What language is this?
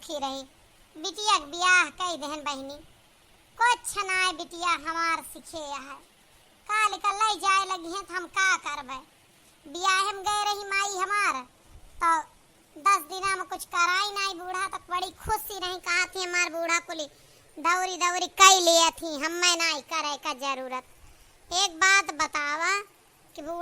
Awadhi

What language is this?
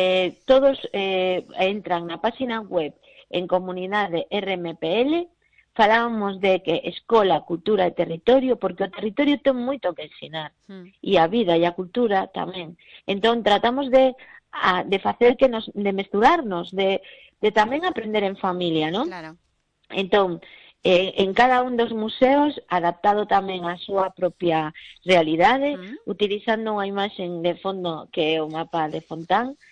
Galician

